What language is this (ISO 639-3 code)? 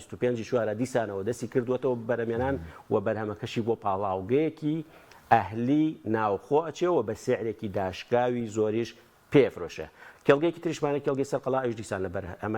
ckb